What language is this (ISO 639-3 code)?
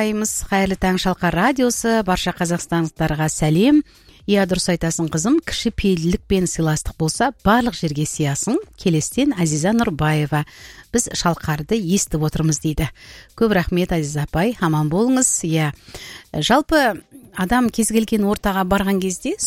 kaz